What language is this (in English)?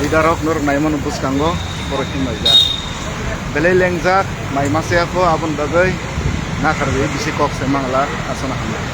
Kok Borok